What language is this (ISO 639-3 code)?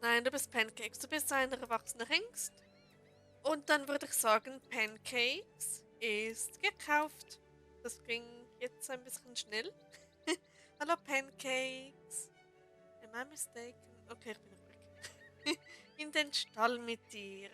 gsw